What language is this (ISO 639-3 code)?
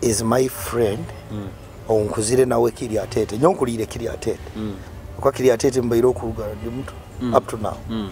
nyo